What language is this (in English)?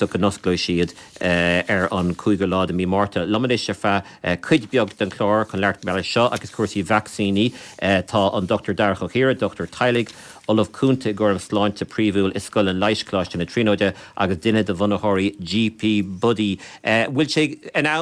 Irish